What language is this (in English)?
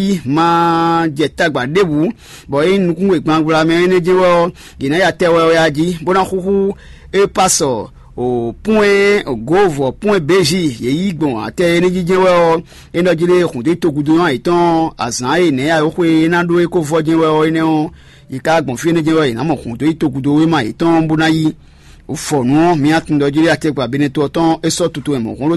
Fon